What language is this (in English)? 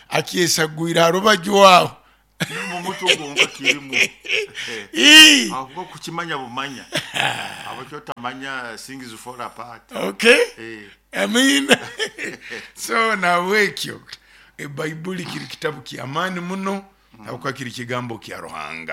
Nyoro